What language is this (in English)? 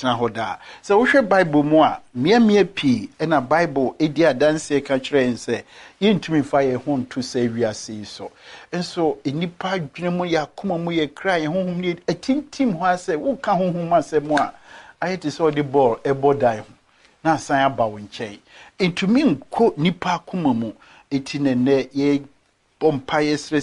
Akan